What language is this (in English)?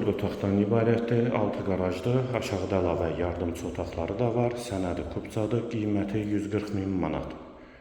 Azerbaijani